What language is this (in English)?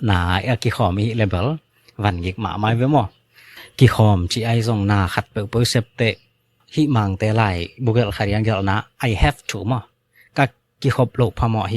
Tedim Chin